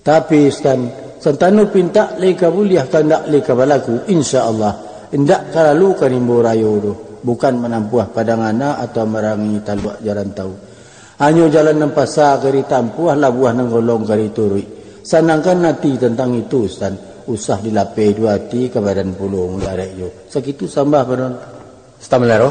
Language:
Minangkabau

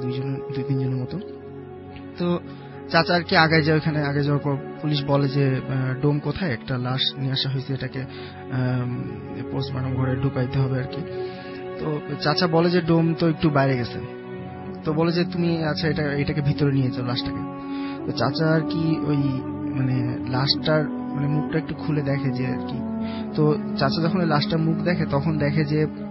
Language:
Bangla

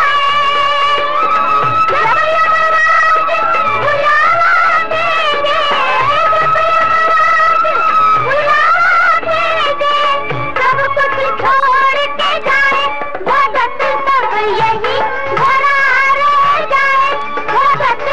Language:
Hindi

